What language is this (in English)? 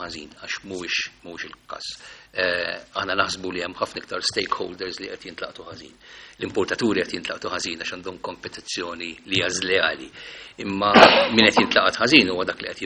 Maltese